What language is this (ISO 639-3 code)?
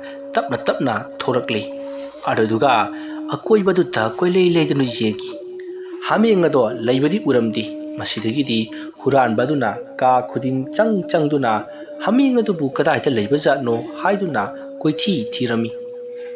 mni